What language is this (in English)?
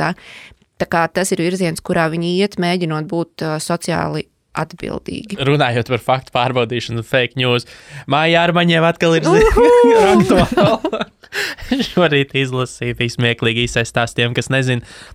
Latvian